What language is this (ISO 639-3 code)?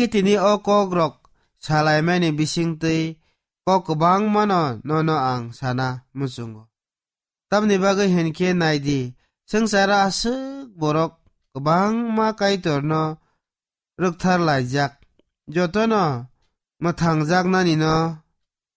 trp